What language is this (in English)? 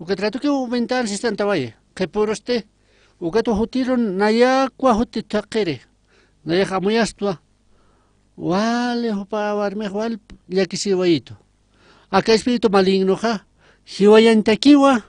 Aymara